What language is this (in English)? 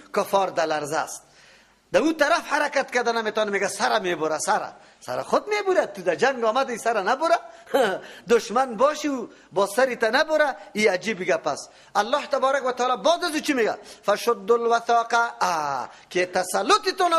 Persian